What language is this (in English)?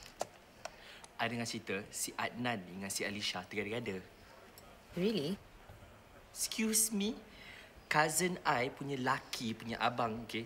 Malay